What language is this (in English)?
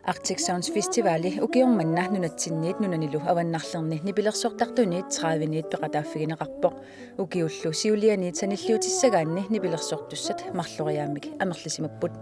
Kalaallisut